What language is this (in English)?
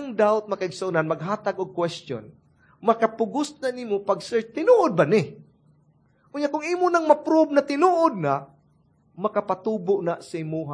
Cebuano